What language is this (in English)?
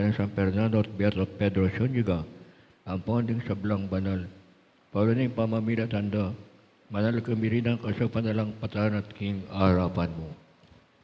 Pampanga